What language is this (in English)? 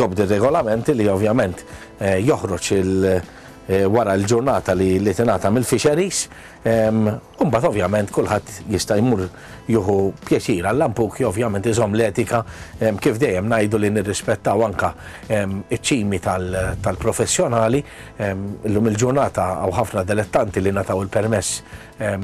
Maltese